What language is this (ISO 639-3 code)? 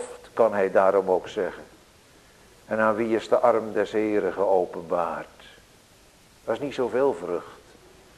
nld